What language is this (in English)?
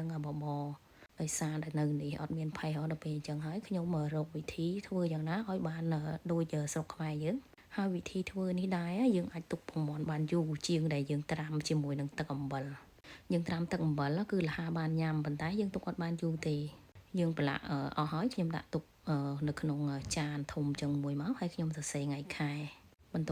Khmer